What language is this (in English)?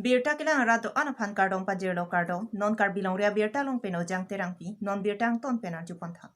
Karbi